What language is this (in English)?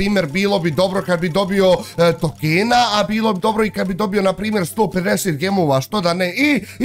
Bosnian